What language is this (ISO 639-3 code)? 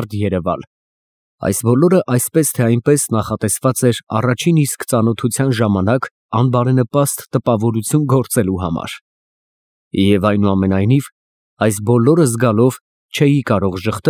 hye